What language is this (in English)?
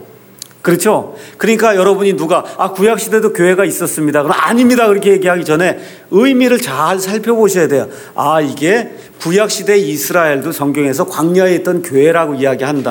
Korean